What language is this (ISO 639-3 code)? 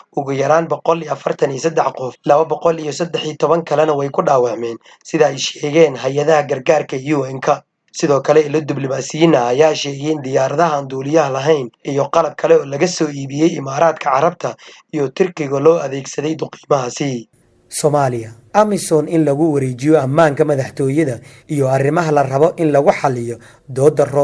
som